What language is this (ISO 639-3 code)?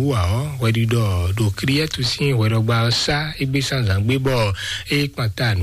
fon